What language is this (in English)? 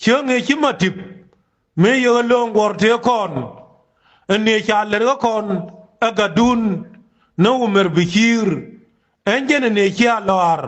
Nuer